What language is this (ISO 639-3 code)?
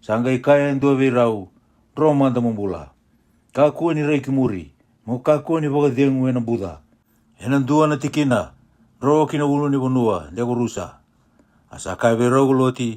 fij